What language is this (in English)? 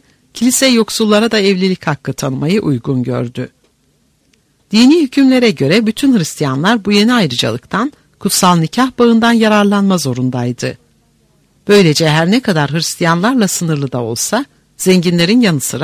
Turkish